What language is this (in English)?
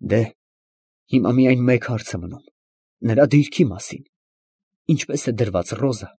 Armenian